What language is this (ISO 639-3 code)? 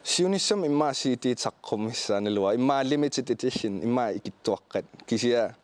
kal